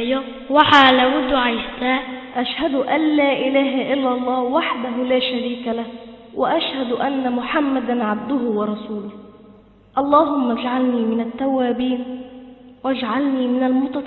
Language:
Somali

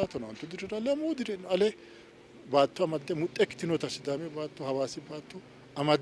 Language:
Sidamo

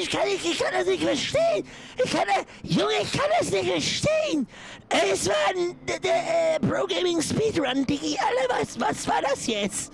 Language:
Bavarian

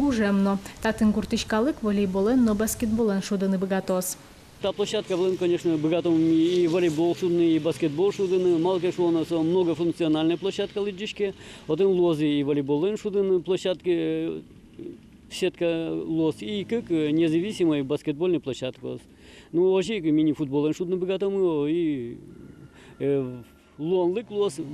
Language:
Udmurt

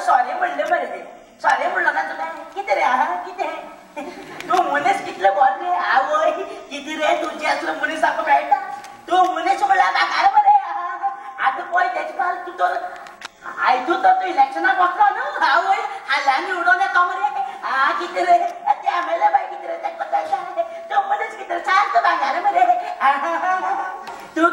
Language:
Konkani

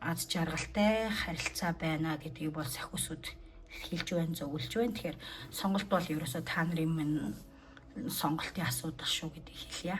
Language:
Mongolian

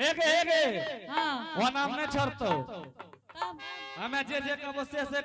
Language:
Angika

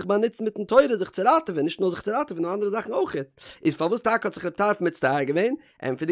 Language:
Yiddish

